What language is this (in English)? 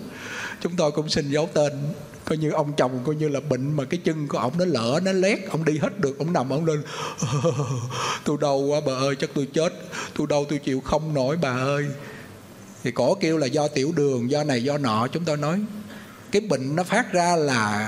Vietnamese